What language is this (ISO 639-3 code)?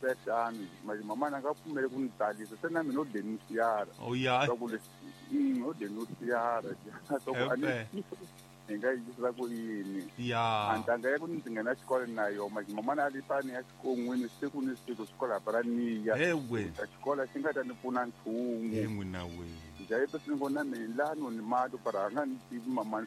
tso